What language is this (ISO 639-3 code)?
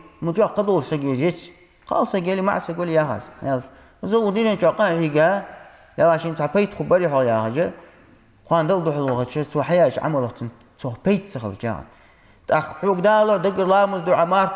inh